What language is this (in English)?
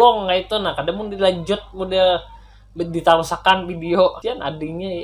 Banjar